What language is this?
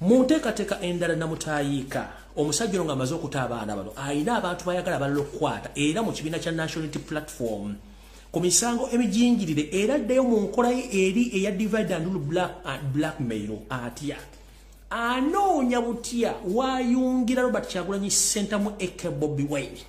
Ganda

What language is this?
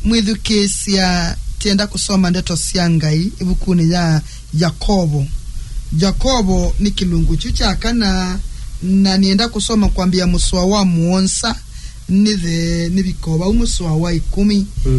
Kamba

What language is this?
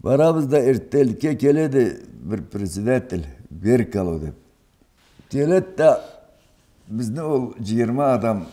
Karachay-Balkar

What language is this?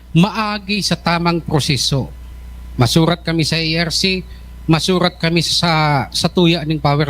Bikol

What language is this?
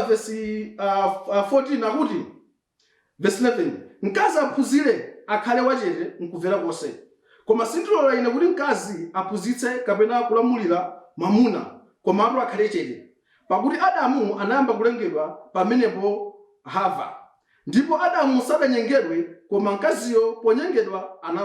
Nyanja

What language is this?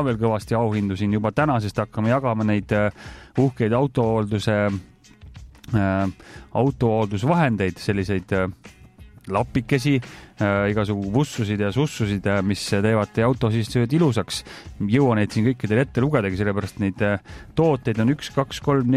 Estonian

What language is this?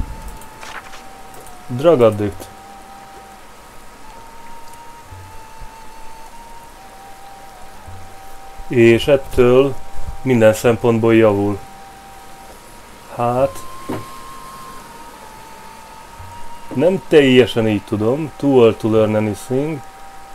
Hungarian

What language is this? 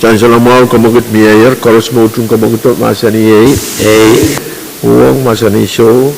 Pohnpeian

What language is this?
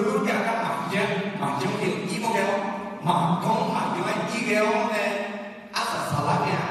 Akha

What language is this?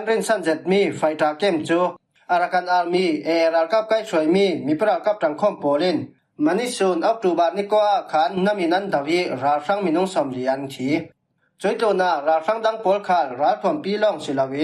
Falam Chin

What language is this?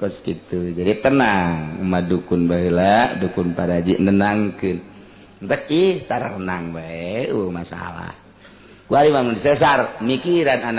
Sundanese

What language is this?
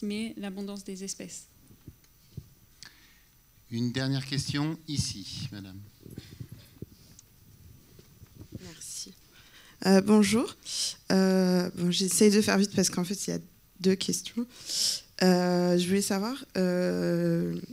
French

